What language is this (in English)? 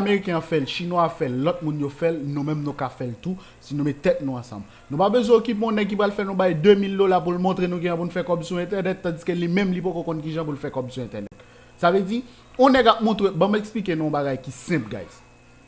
Haitian Creole